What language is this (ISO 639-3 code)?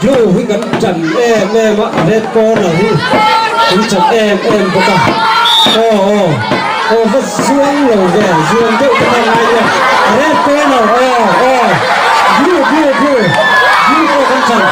lus